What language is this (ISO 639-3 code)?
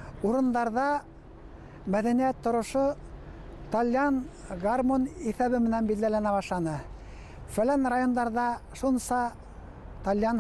bak